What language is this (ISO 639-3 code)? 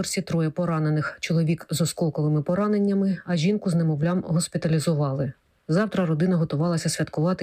ukr